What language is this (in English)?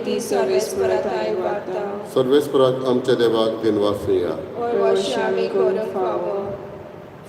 Konkani